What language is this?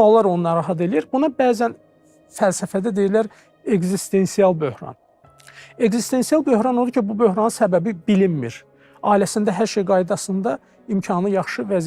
Azerbaijani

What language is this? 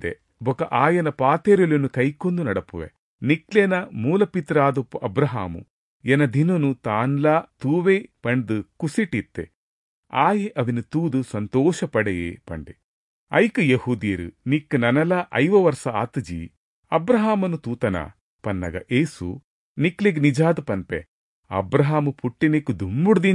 Tulu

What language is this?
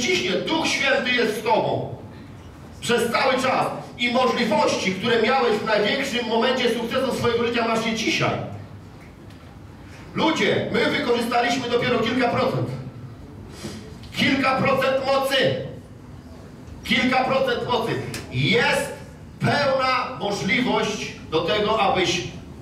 Polish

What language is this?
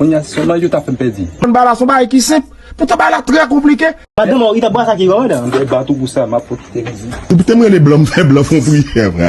Haitian Creole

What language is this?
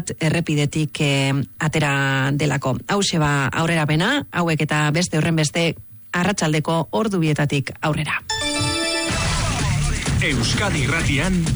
Basque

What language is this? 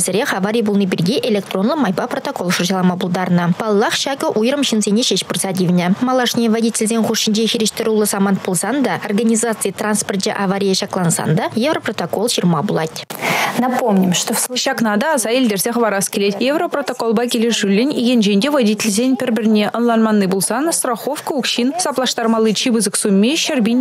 Chuvash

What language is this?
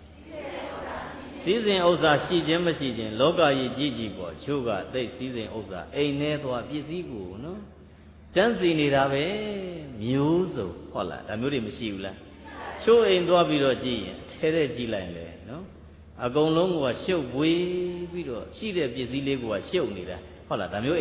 Burmese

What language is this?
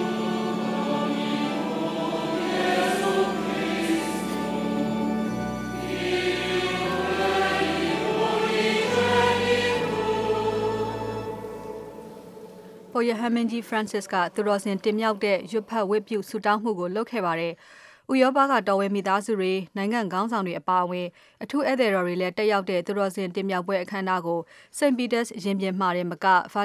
Burmese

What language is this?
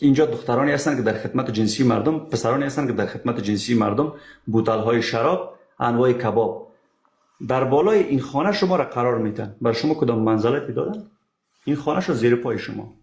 Persian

